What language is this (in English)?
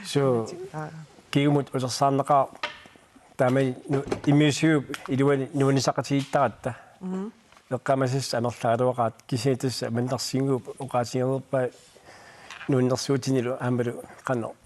Kalaallisut